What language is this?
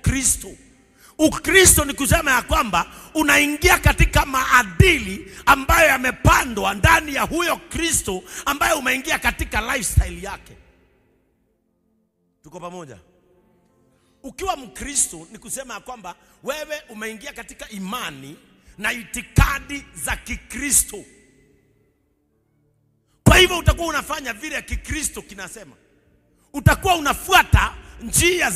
Swahili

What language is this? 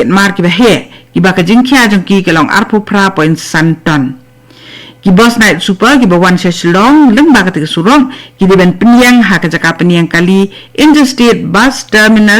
Khasi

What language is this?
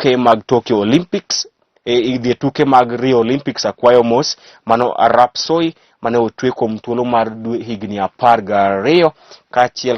Luo (Kenya and Tanzania)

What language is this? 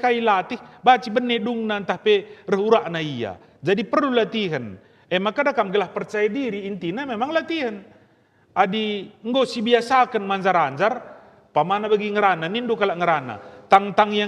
Batak Karo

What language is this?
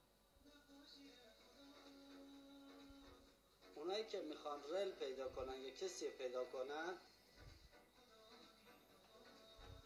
Persian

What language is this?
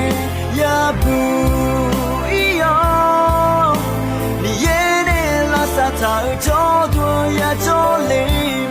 Akha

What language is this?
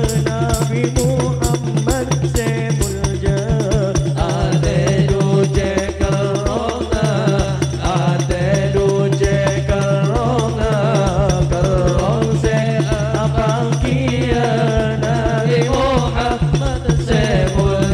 Madurese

